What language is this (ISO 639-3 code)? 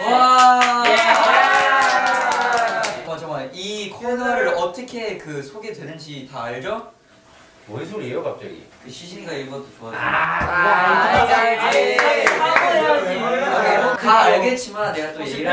kor